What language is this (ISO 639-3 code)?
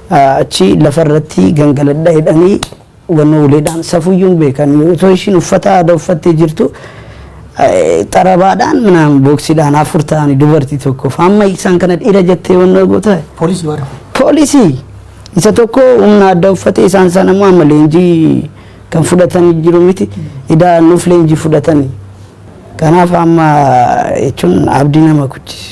orm